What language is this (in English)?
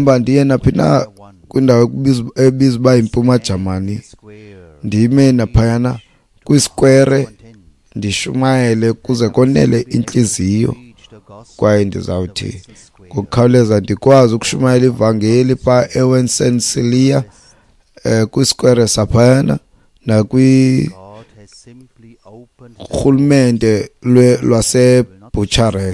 Xhosa